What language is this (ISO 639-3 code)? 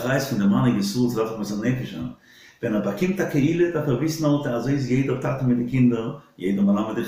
yid